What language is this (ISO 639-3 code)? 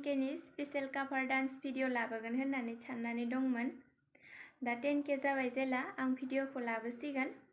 brx